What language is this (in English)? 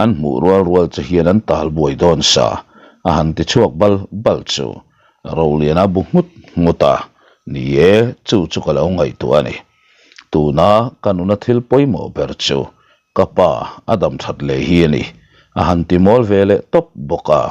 Mizo